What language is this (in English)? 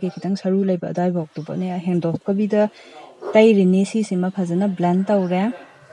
Manipuri